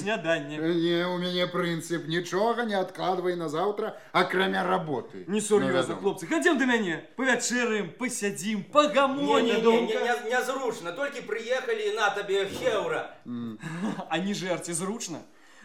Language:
Belarusian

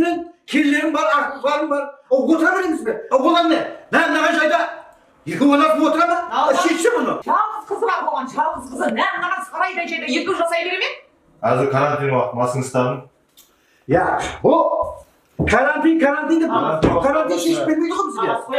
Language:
Kazakh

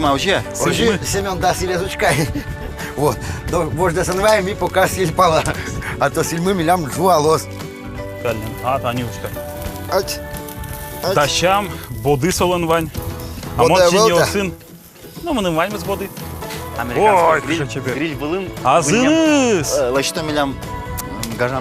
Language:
Udmurt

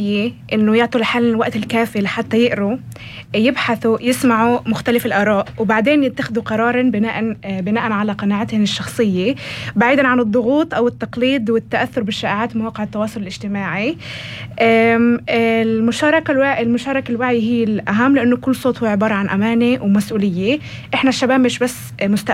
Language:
North Levantine Arabic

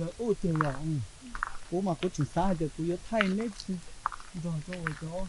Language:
Hmong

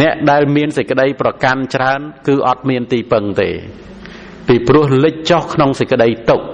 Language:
Khmer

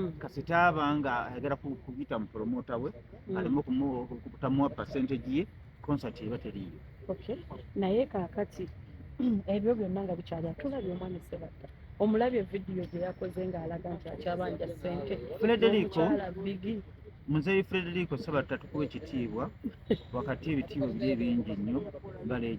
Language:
Ganda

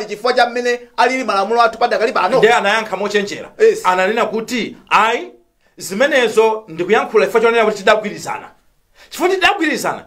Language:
Nyanja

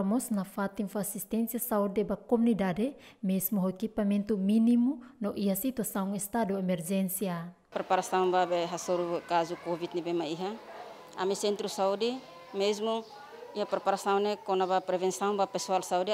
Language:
Tetum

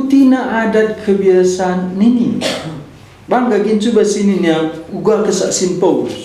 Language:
Batak Karo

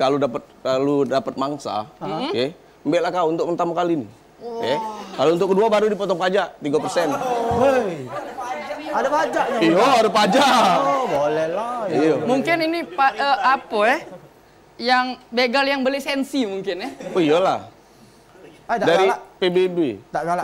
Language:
Musi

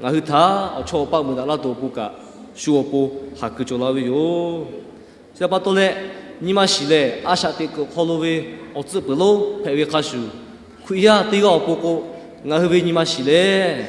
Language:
Lahu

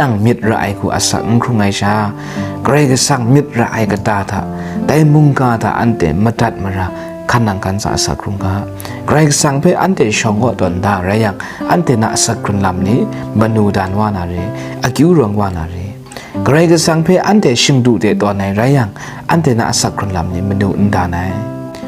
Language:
Kachin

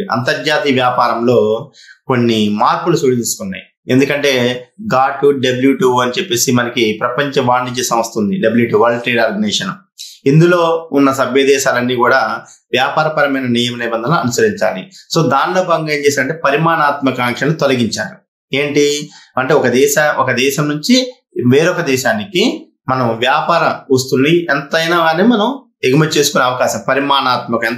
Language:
Telugu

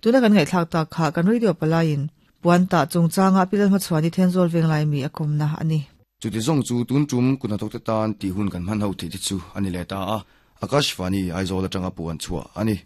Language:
Mizo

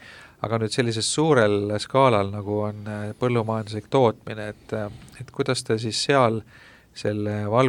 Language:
Estonian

